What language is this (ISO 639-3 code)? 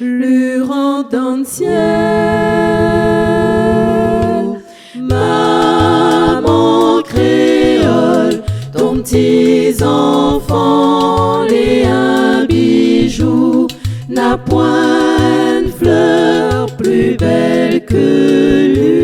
rcf